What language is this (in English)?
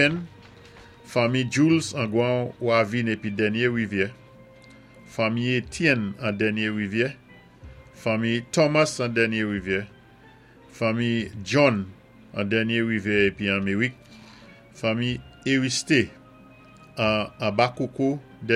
Saint Lucian Creole French